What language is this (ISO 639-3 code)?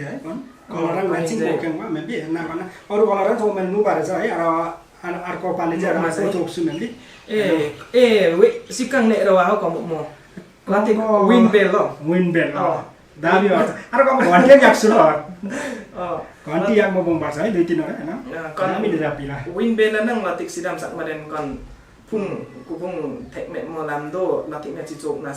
lif